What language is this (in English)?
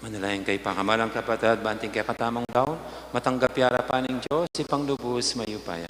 Pampanga